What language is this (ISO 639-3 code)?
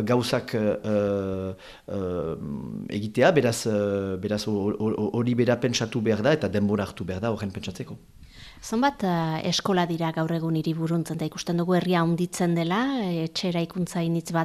eus